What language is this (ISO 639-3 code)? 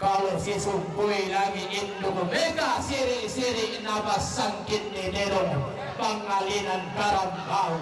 sda